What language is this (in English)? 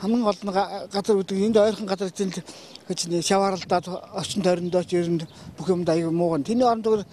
Mongolian